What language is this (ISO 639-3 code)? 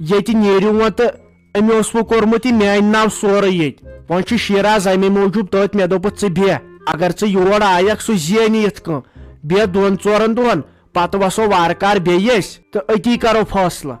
kas